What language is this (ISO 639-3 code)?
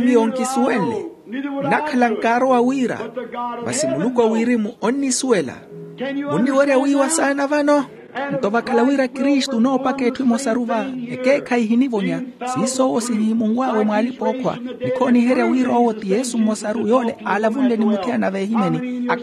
vmw